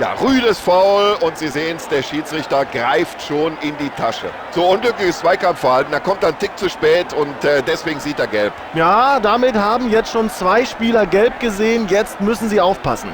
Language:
Bavarian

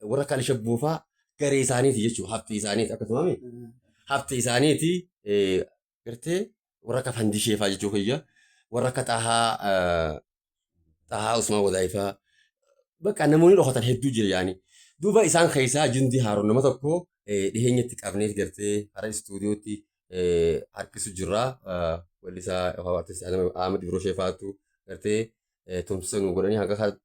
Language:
Oromo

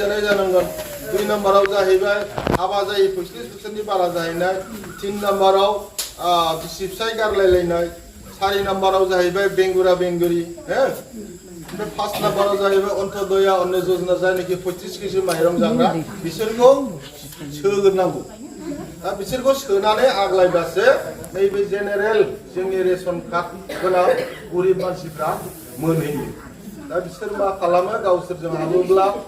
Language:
Bodo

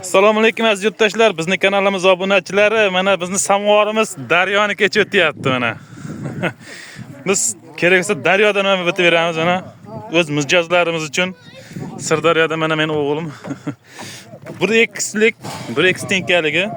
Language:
Uzbek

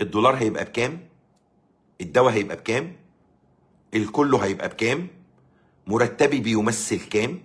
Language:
Egyptian Arabic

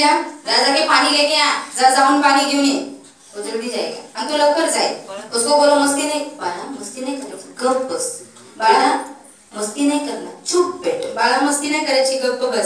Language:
Marathi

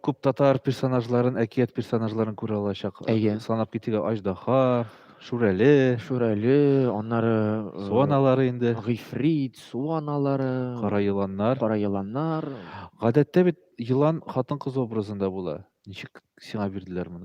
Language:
Tatar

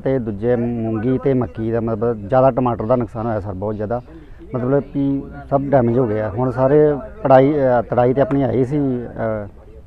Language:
Punjabi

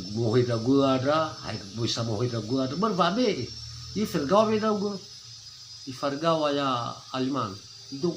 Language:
Nias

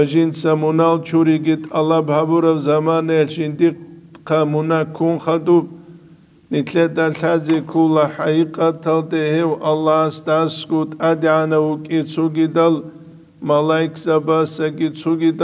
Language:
Avaric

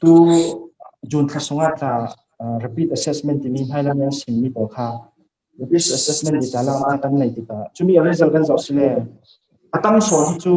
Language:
Hakha Chin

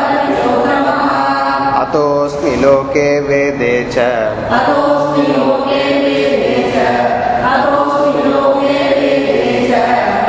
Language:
Tamil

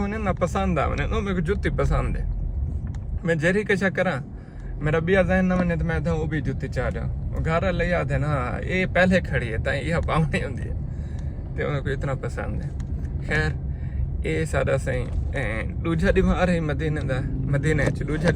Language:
Saraiki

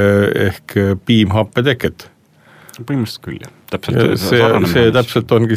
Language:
Estonian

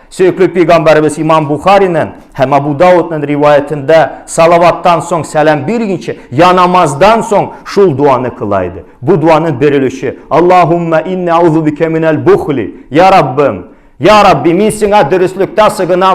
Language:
Tatar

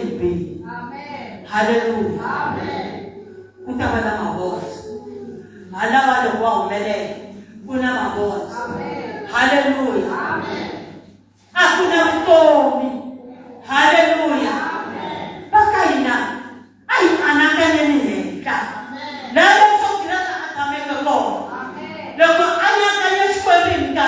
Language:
Tsonga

